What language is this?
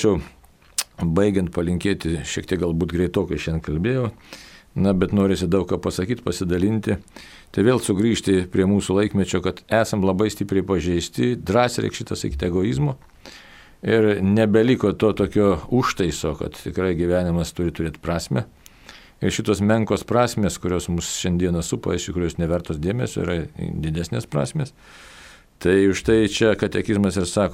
Lithuanian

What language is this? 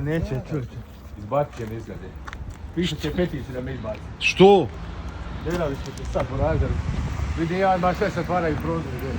Bosnian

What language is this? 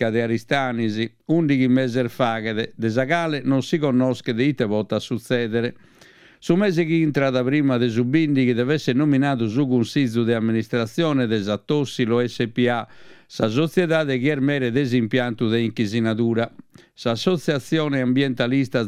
Sardinian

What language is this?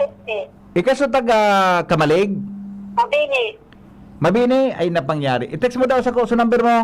Bikol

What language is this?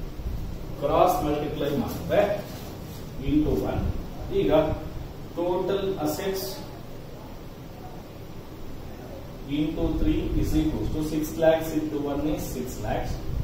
Kannada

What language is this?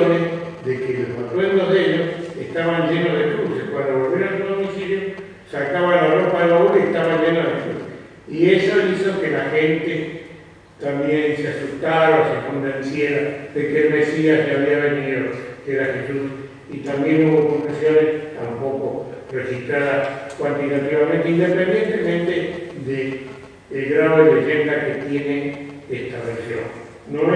Ladino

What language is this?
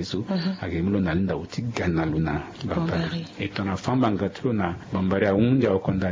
Sango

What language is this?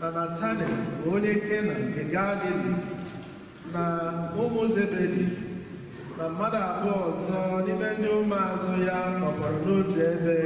Igbo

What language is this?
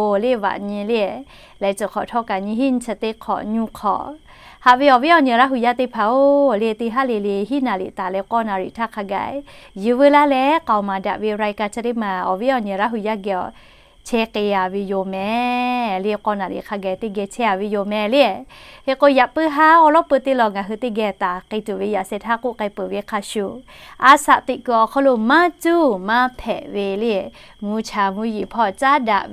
Lahu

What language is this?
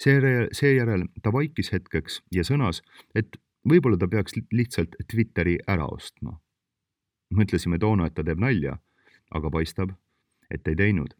Estonian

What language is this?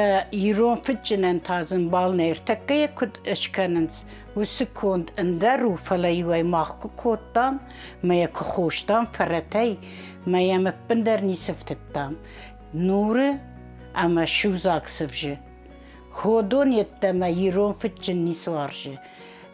Ossetic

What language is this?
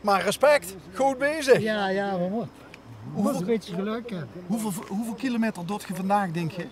Limburgish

